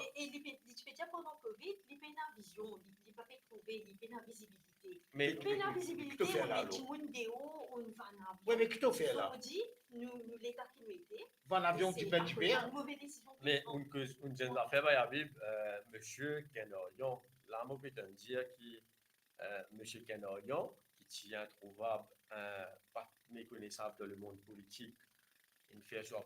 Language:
Morisyen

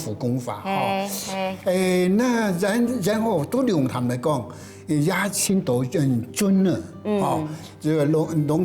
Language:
Hakka Chinese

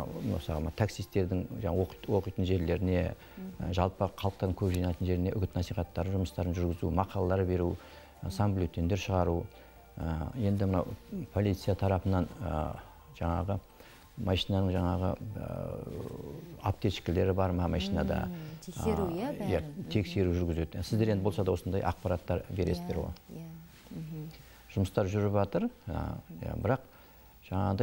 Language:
Kazakh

